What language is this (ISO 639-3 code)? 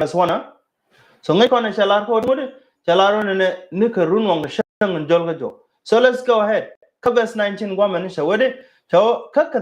nus